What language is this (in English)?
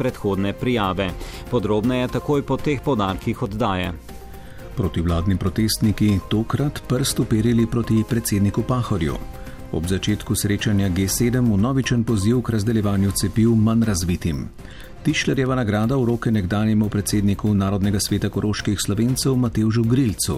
Slovenian